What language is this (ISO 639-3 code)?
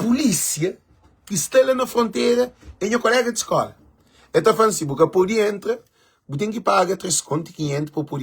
kea